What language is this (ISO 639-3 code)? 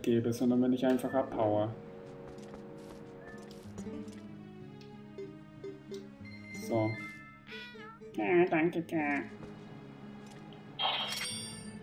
deu